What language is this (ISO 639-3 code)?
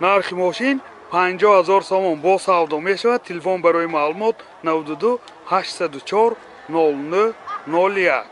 tgk